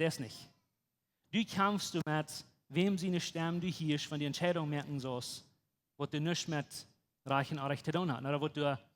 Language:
Plautdietsch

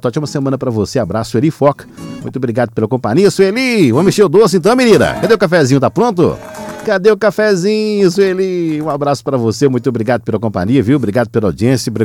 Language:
Portuguese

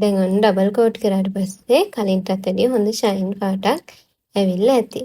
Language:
Sinhala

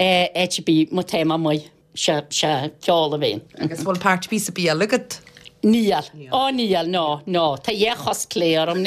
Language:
Irish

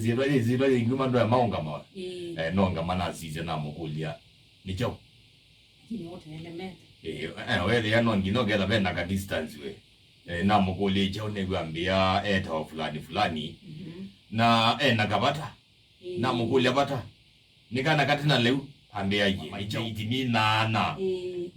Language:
Kamba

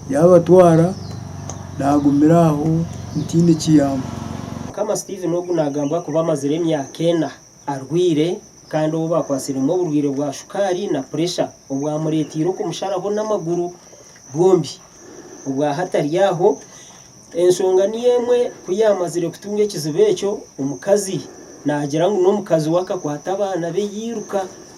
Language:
Nyankole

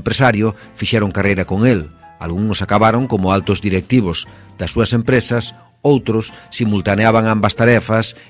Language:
Galician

